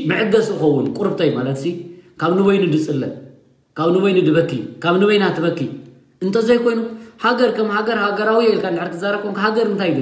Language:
Tigrinya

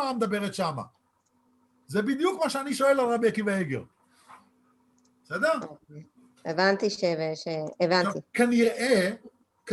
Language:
Hebrew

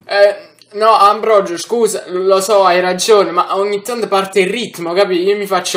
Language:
Neapolitan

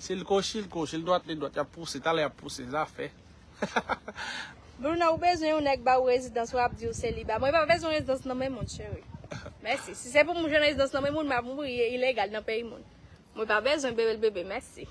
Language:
Haitian Creole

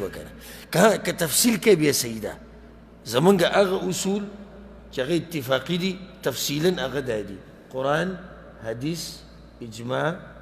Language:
Pashto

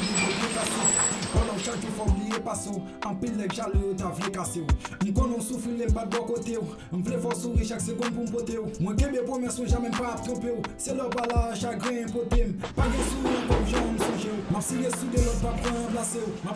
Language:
Haitian Creole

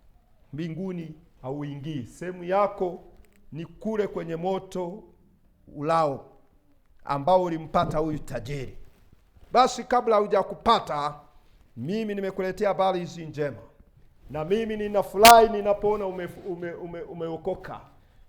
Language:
Swahili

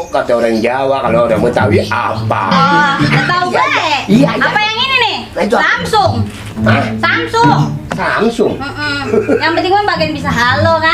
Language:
Betawi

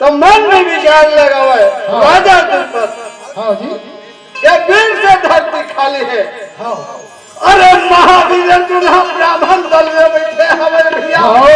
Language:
Chhattisgarhi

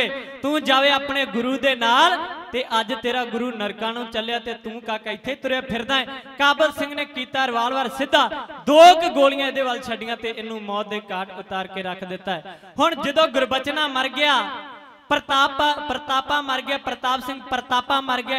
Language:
Punjabi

